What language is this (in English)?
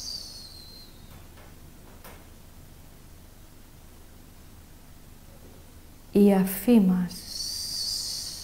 Greek